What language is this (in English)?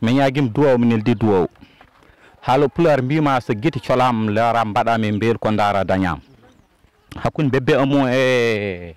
Fula